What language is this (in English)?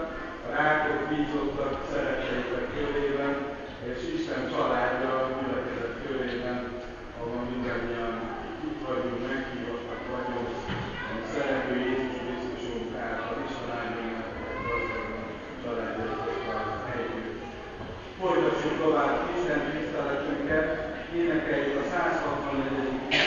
Hungarian